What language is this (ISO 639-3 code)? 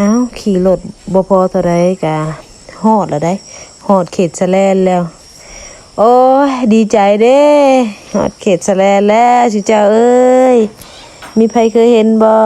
lao